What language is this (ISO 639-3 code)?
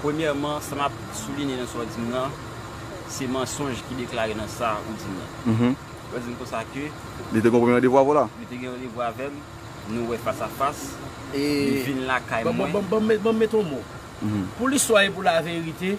hat